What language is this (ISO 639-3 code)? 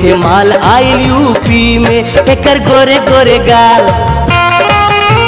bho